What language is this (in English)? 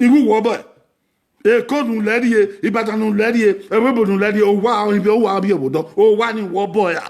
Bini